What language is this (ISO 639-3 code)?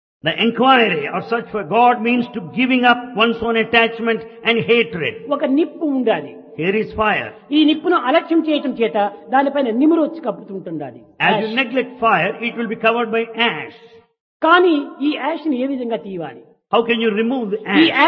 tel